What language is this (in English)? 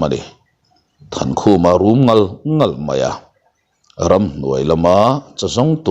Mizo